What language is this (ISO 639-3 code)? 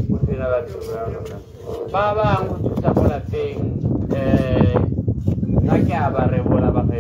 tsn